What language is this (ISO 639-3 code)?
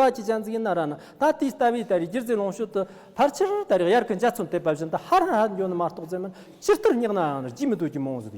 bod